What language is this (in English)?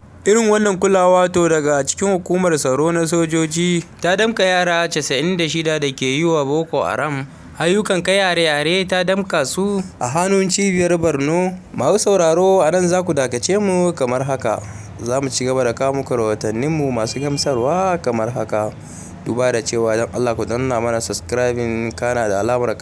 Hausa